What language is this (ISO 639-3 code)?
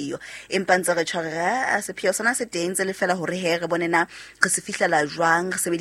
sot